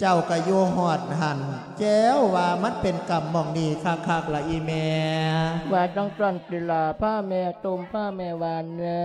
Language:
Lao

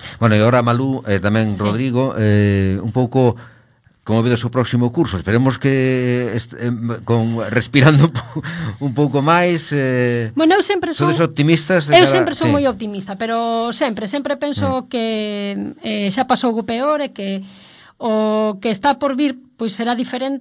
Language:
Galician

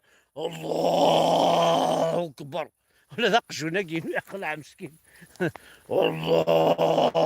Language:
Kabyle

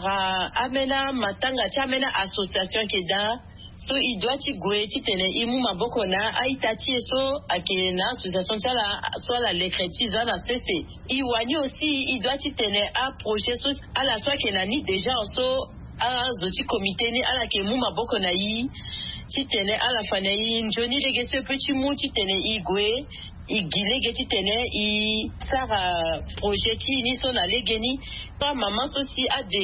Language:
Sango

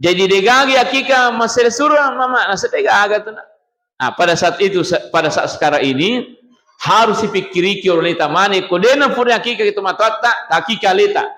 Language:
Buginese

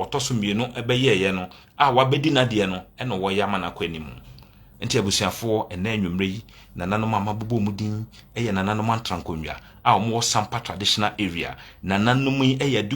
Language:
Akan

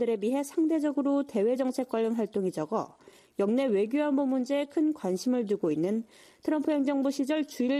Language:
Korean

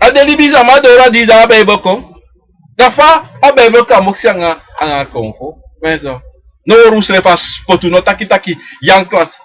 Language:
Sranan Tongo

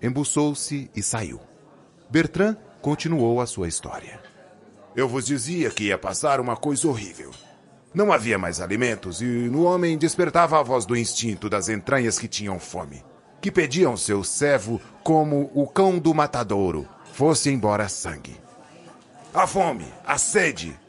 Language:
Portuguese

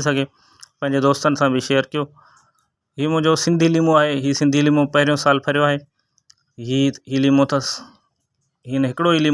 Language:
Sindhi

